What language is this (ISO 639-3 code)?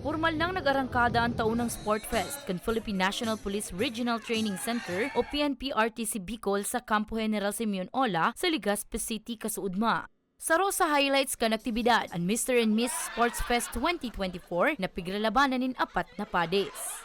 bik